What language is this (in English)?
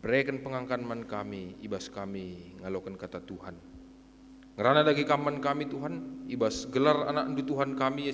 Batak Karo